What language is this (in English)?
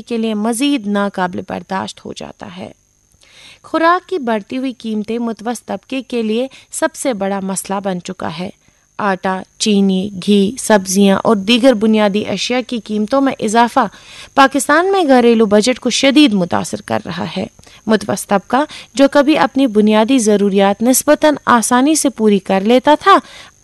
Urdu